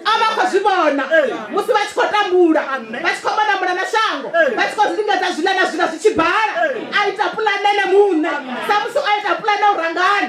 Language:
Venda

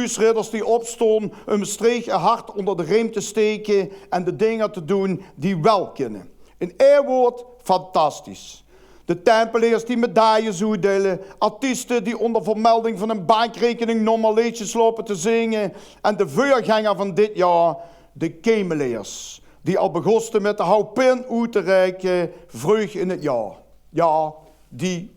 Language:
Limburgish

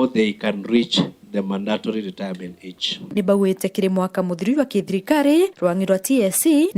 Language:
Meru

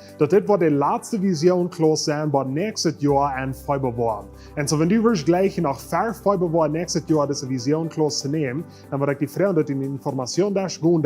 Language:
Plautdietsch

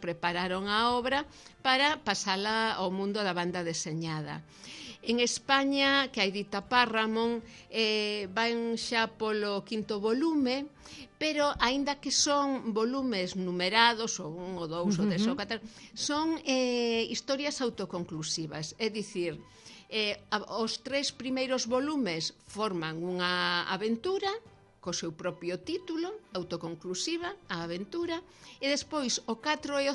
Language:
Galician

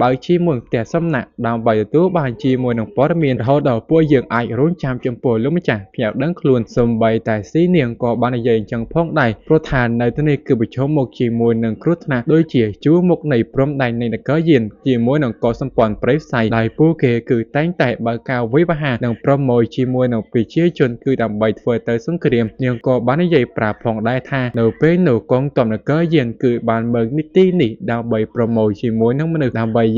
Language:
Khmer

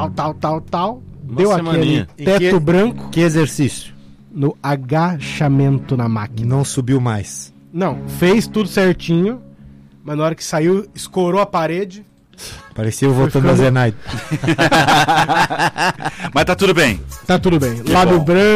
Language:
Portuguese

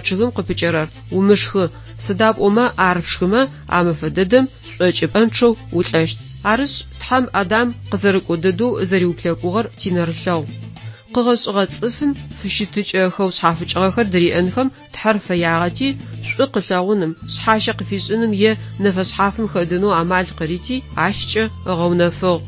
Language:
Adyghe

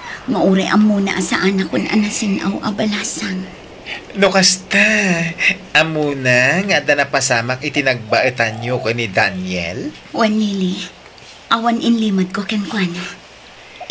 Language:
Iloko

